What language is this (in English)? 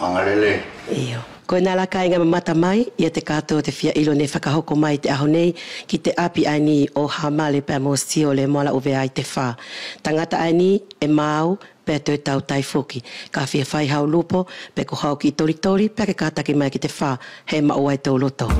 Wallisian